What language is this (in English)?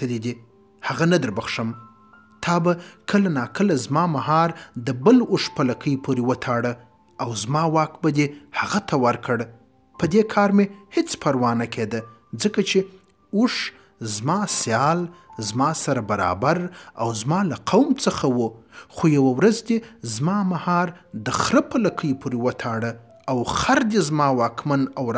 Pashto